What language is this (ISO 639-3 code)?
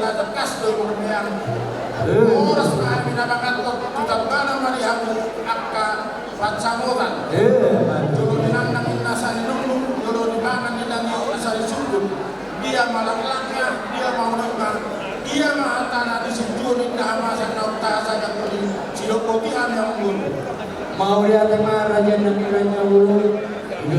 bbc